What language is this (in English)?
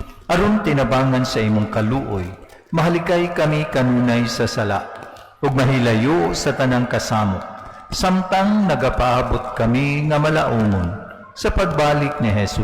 Cebuano